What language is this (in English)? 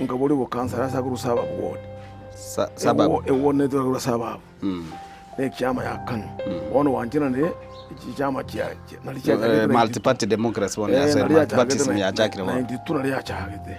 Gusii